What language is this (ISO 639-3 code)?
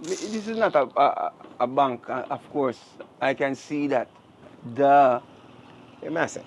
jam